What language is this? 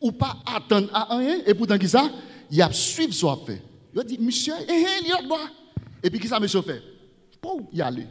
Haitian Creole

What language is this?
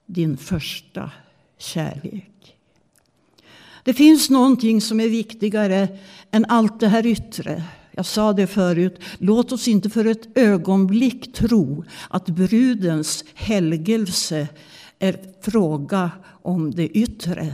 Swedish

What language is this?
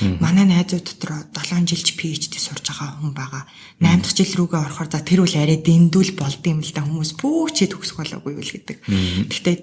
Mongolian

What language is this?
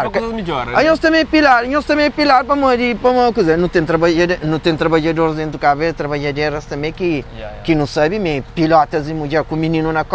Kabuverdianu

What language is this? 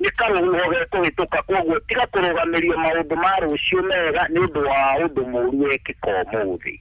Kikuyu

